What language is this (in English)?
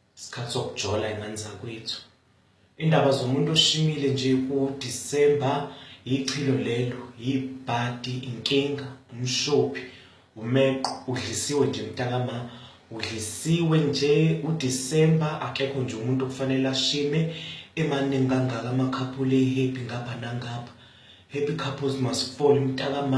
Zulu